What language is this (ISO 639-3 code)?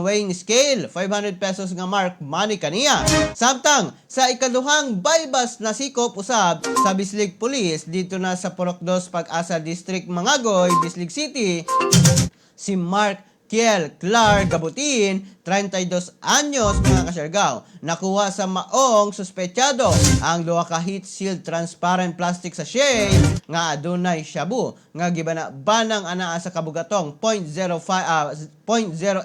ceb